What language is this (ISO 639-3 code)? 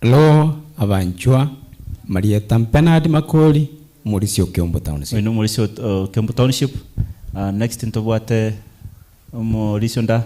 guz